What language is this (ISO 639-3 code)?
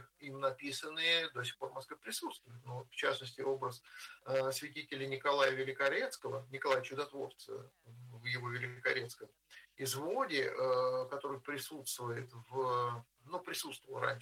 rus